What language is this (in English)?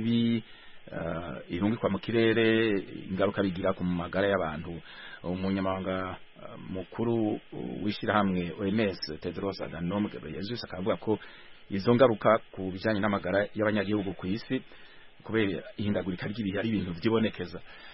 Kinyarwanda